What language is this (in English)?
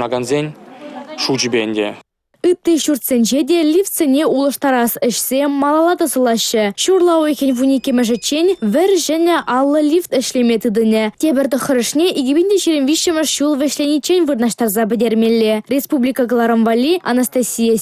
Chuvash